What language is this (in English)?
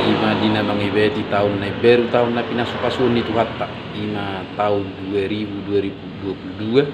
Batak Toba